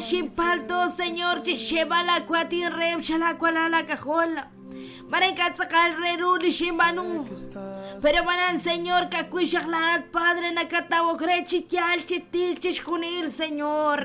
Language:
Kekchí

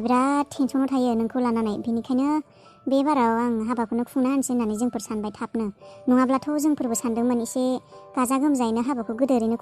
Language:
Bodo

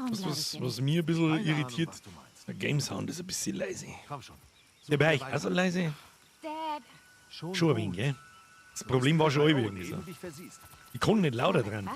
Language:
Bavarian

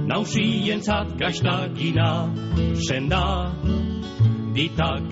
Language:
Basque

